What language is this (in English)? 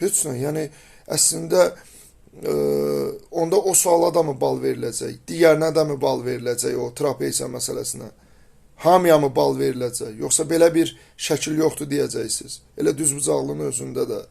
Azerbaijani